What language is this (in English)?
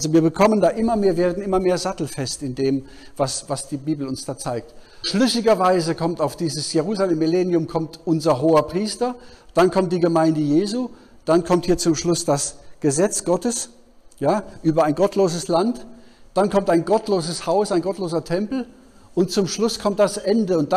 German